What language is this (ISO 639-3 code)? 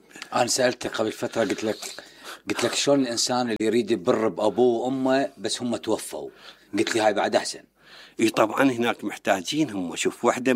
acm